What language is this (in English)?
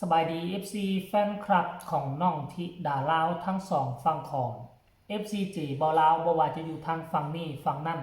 Northeastern Thai